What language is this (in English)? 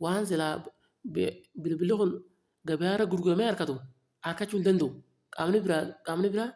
Oromo